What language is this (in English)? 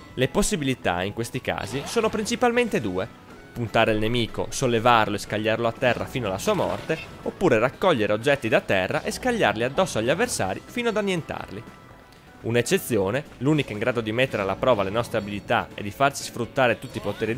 Italian